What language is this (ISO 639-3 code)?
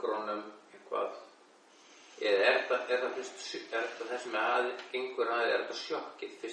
isl